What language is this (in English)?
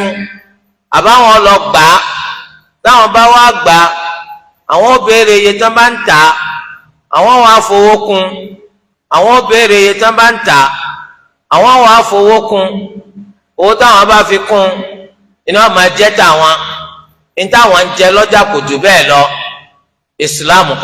Yoruba